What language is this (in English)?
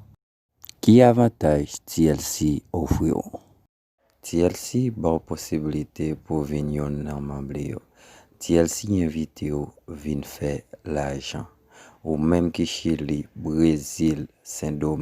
Haitian Creole